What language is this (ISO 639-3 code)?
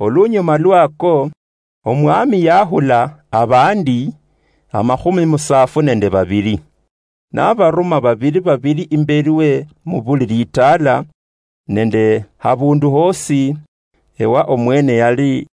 luy